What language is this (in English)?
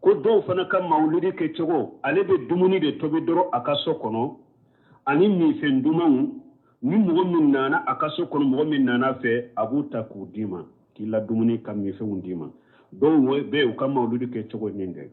Bambara